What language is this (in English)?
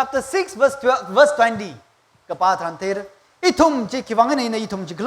Tangkhul Naga (India)